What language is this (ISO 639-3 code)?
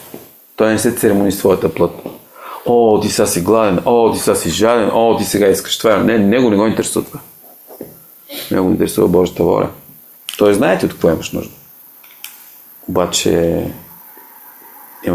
bul